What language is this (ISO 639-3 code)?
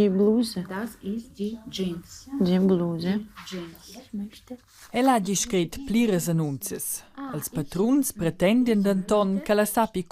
roh